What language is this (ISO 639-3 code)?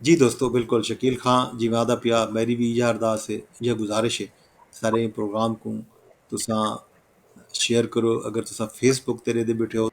skr